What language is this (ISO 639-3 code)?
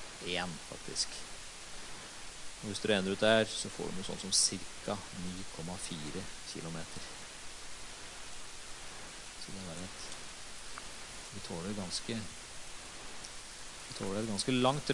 nor